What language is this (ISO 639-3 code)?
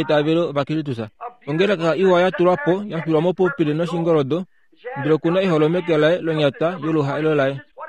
kua